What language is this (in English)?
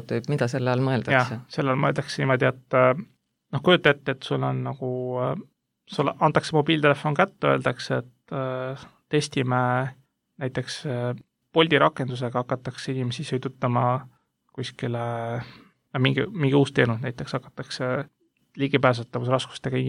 Estonian